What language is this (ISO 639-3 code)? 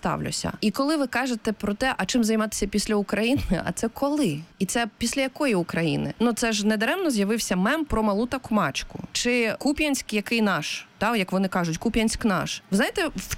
ukr